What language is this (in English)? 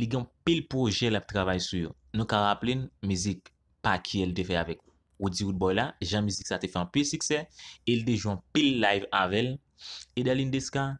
Haitian Creole